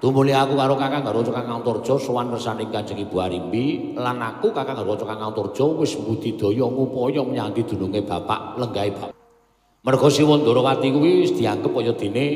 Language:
Javanese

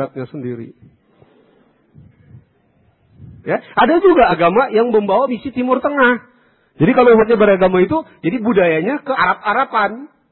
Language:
Indonesian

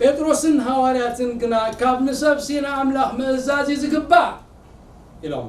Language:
Tigrinya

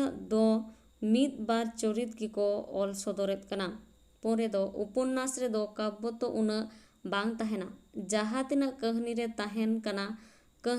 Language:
Santali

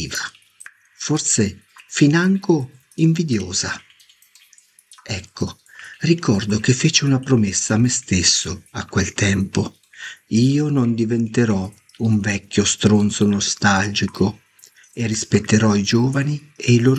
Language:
Italian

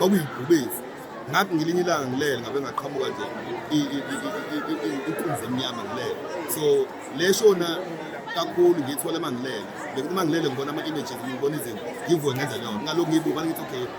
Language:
Zulu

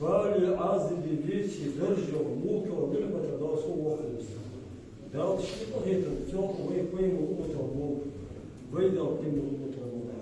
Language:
Ingush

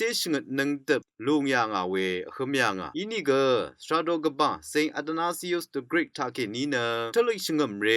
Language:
Rawang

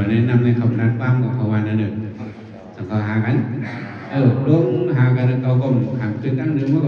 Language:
Shan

